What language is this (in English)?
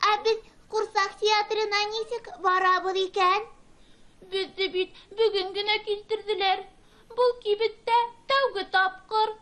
Bashkir